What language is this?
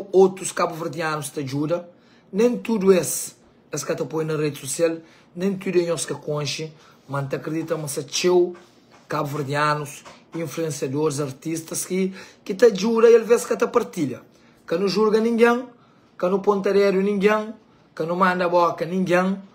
Kabuverdianu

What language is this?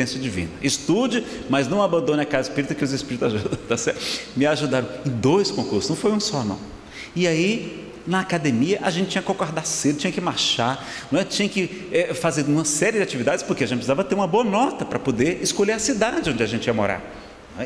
Portuguese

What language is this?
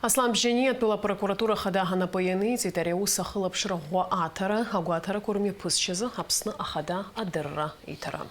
Abkhazian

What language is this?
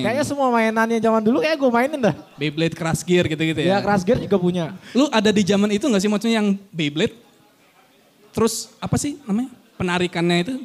Indonesian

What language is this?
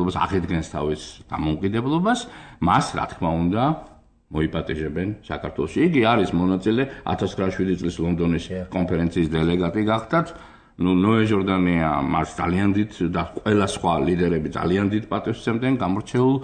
Georgian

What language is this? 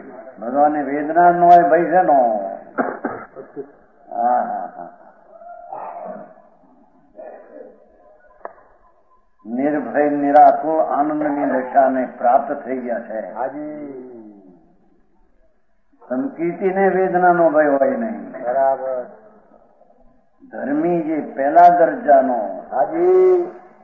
Gujarati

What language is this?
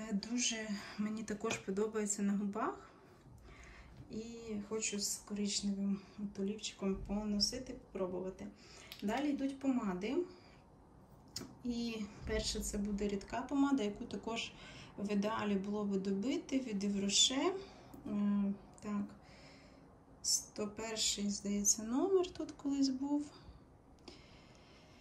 Ukrainian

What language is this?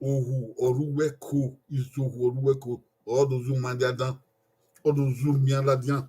Bini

